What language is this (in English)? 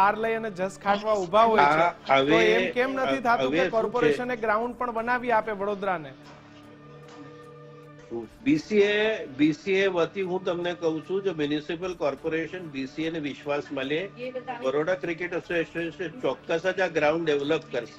Gujarati